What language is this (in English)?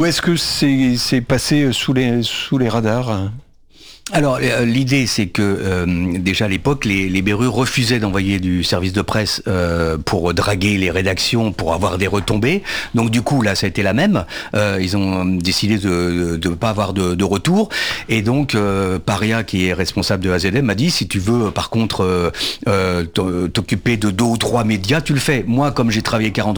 French